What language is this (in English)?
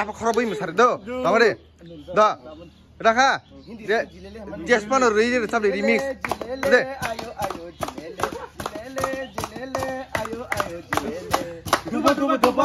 Kok Borok